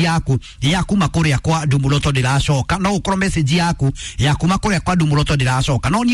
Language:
Kikuyu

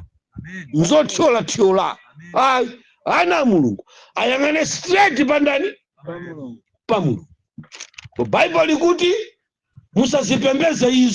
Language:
Nyanja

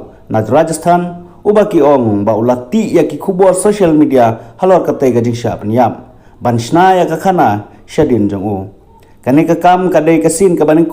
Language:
Khasi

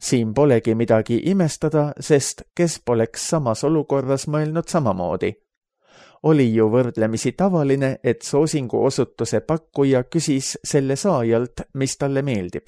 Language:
Estonian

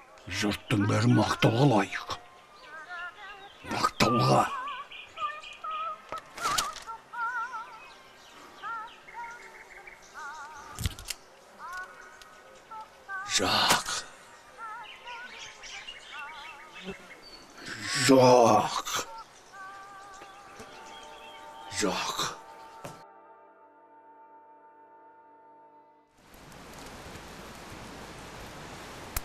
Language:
Kazakh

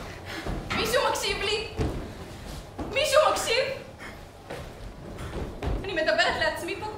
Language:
Hebrew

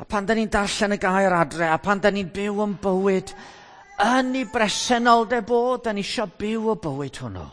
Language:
Welsh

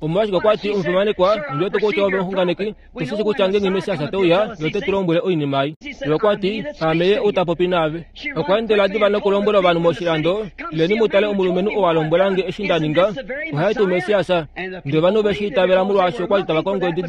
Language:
Kuanyama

